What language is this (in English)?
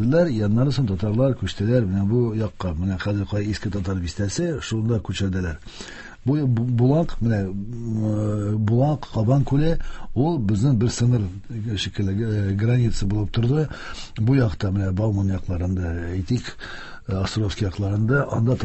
Tatar